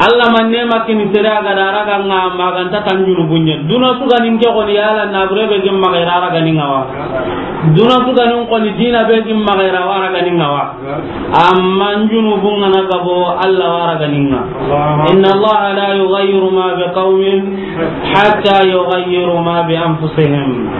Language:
Soninke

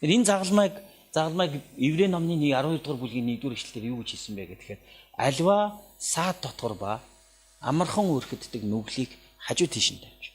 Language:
Mongolian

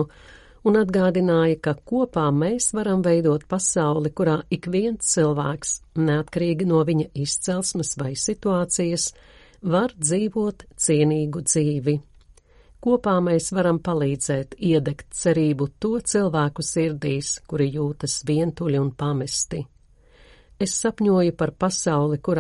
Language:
Latvian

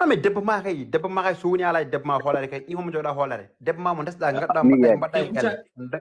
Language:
Fula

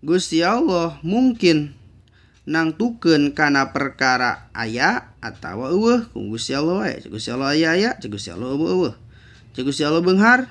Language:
Sundanese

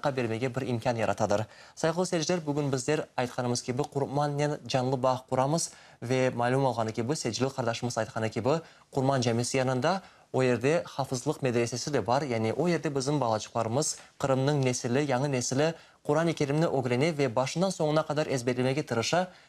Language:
Crimean Tatar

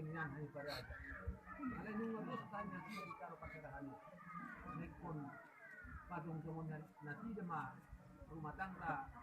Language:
Batak Toba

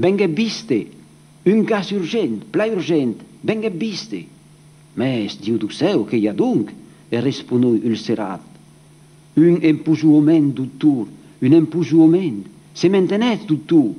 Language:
Occitan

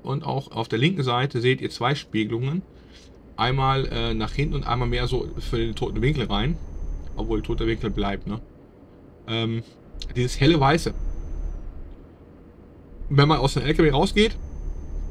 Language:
German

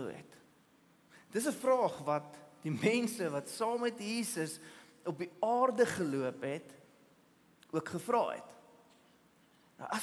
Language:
Afrikaans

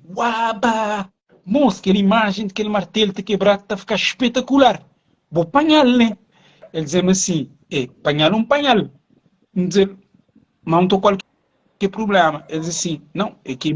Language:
Kabuverdianu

